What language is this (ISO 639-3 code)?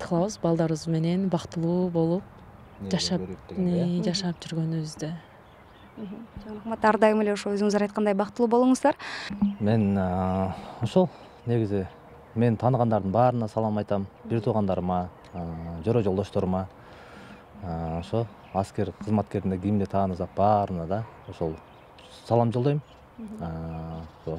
kir